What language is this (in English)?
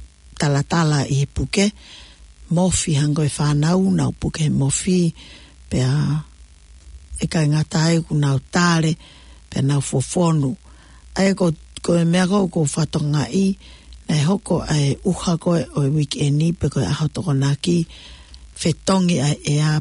Tongan